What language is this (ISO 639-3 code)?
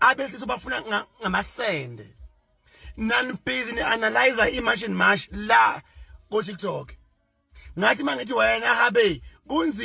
zul